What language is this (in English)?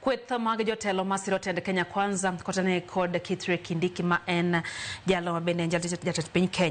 Luo (Kenya and Tanzania)